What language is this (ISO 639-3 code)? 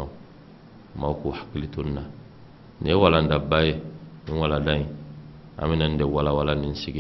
bam